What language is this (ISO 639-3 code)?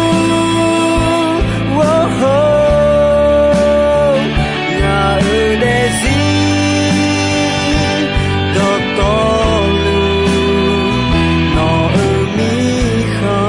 ahk